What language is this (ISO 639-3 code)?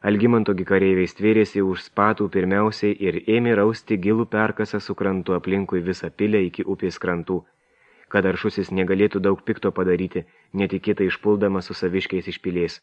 lit